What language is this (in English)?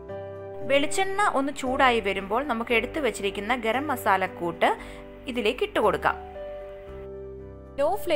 Malayalam